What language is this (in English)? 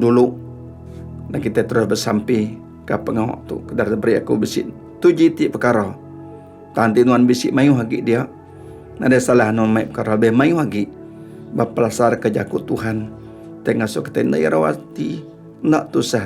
Iban